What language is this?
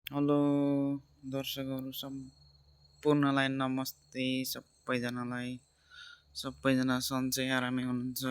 Nepali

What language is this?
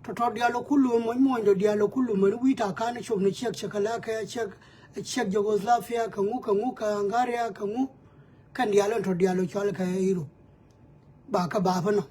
Nuer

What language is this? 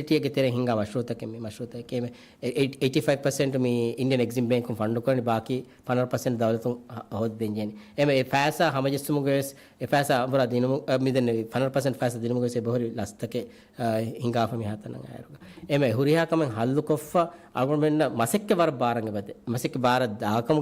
Divehi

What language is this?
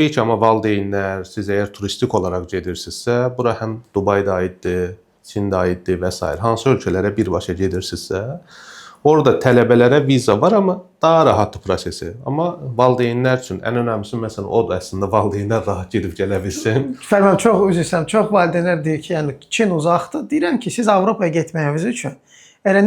Azerbaijani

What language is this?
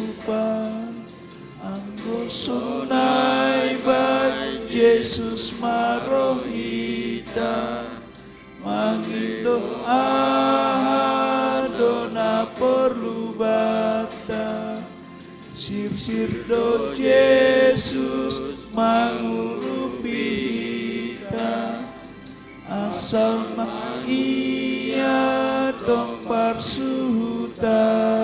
Batak Simalungun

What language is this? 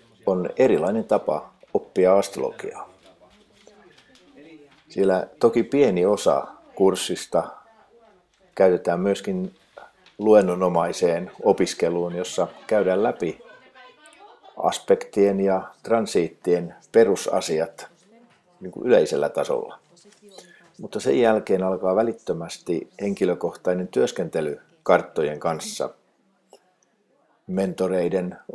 Finnish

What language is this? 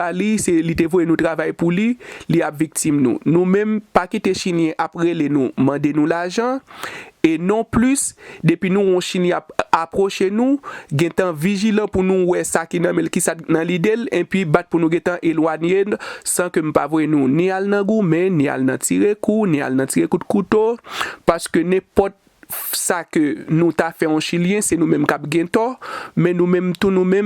Haitian Creole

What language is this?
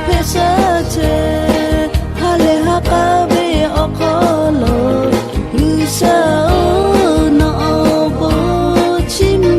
Lahu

